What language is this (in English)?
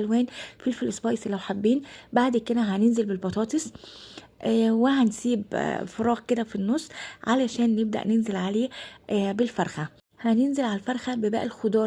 Egyptian Arabic